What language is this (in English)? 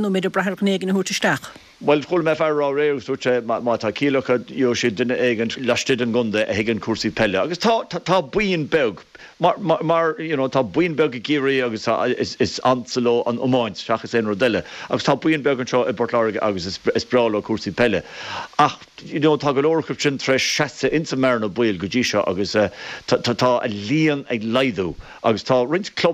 Irish